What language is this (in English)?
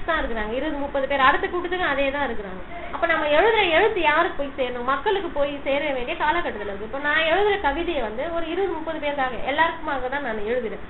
Tamil